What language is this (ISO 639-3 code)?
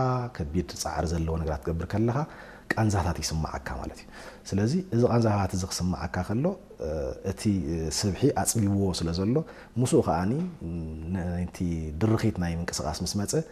tir